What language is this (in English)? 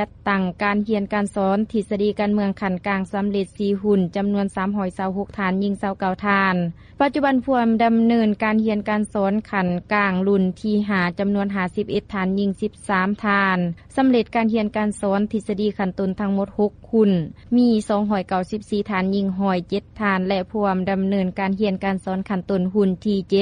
Lao